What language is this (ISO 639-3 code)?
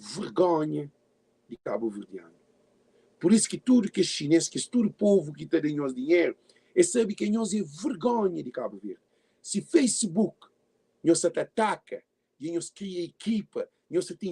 kea